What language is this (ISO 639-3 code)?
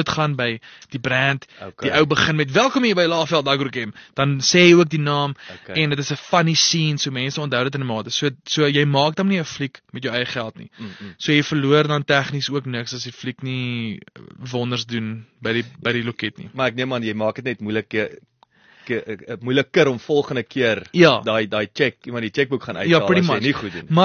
afr